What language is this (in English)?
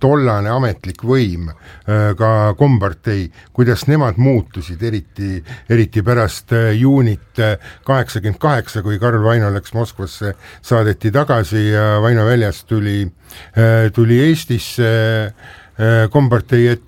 Estonian